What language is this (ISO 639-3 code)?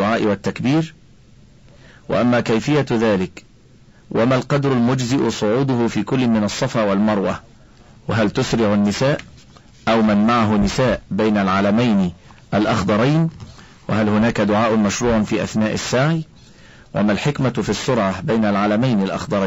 ara